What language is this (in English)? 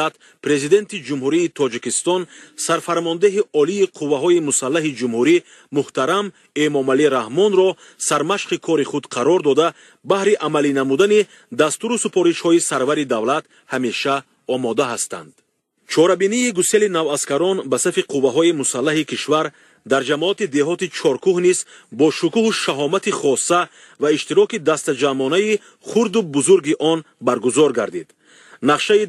Tajik